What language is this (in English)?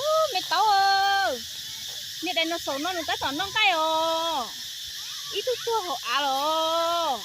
Hmong